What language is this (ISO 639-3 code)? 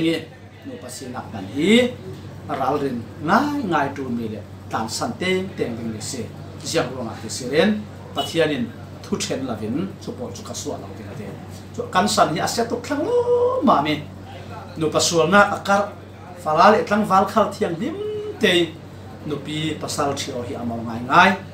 cfm